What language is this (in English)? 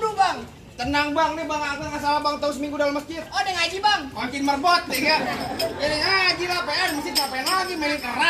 Betawi